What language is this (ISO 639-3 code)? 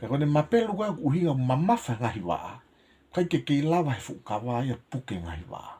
ton